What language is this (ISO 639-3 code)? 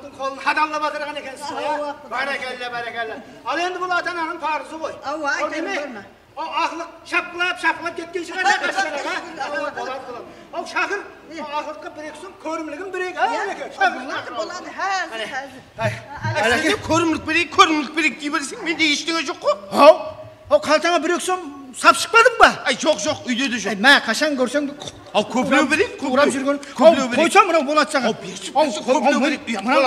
kaa